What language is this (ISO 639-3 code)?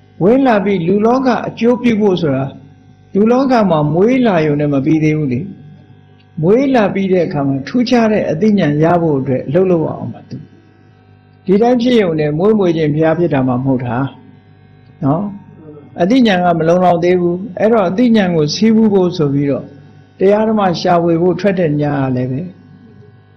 mya